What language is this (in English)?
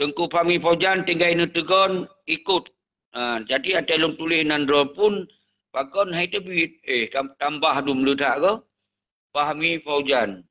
Achinese